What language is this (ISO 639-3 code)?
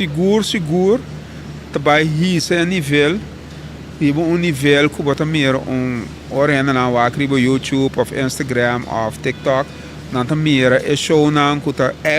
pap